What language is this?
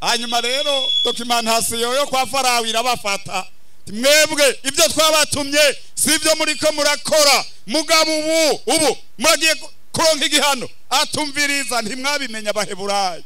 Rundi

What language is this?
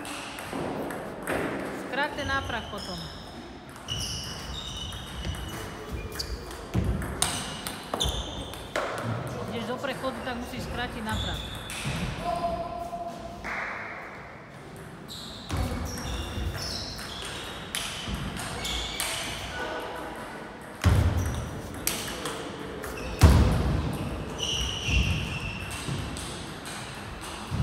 Slovak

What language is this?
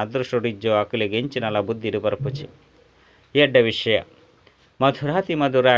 Tulu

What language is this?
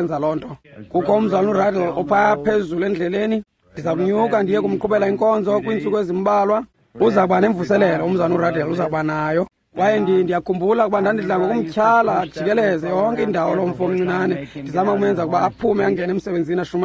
Xhosa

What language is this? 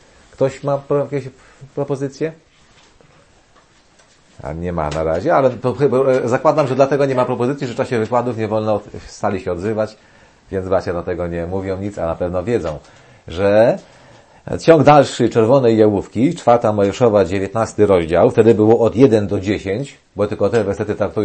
Polish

